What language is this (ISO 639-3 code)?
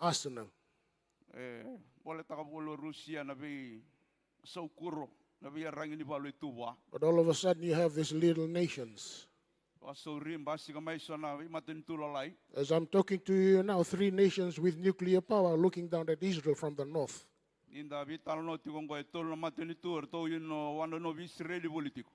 fij